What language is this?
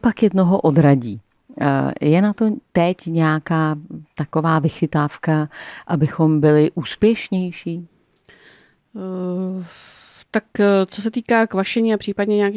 Czech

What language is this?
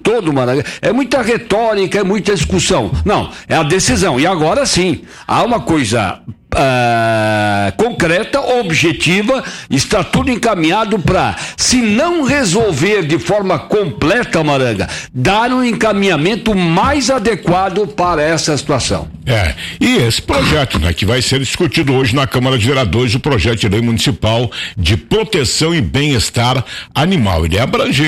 Portuguese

